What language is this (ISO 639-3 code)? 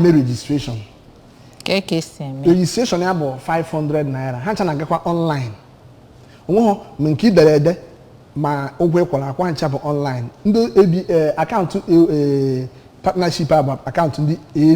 ibo